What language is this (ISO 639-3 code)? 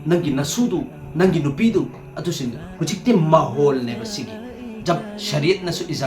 mni